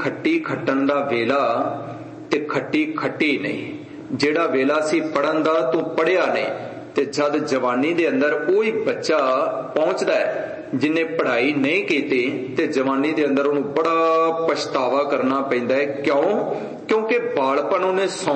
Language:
Punjabi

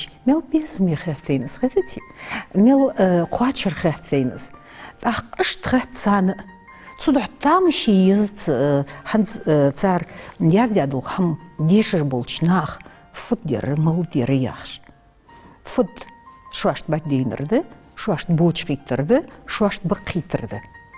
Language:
Ingush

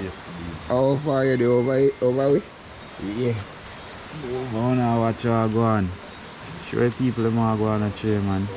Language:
Jamaican Creole English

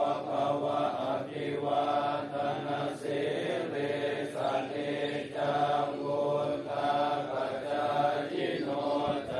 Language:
Pali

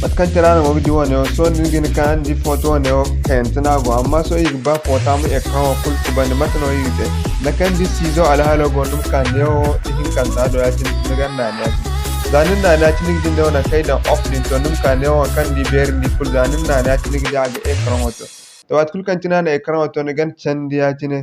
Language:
Zarma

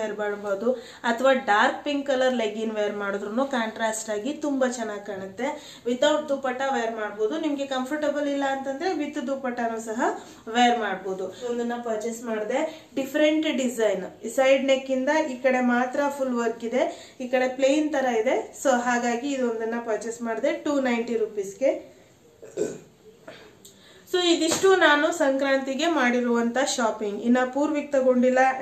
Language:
Kannada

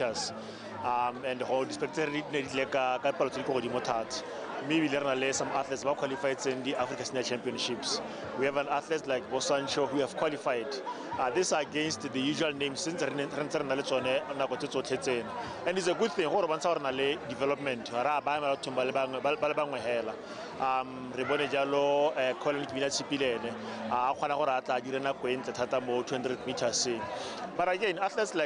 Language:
Tswana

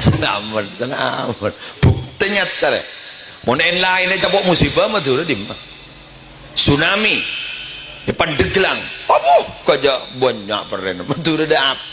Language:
Madurese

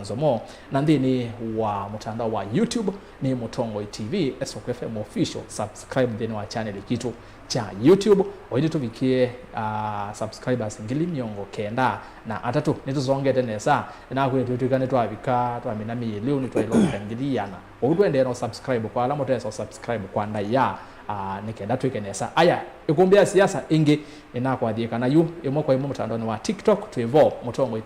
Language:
Kamba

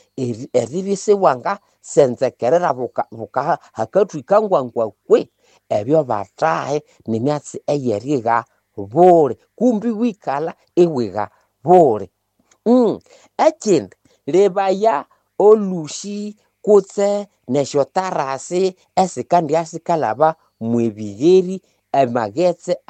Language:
Nande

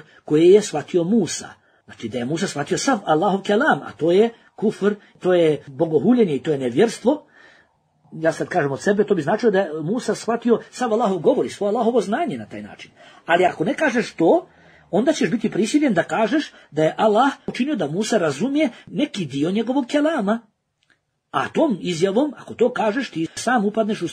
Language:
Bosnian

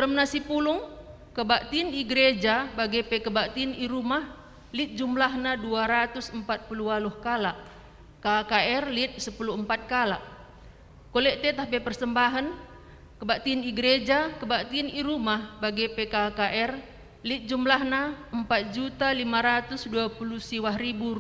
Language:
Batak Karo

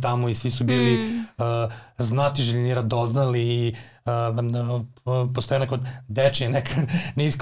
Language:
Serbian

